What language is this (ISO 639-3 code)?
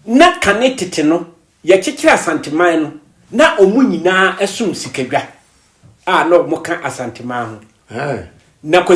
aka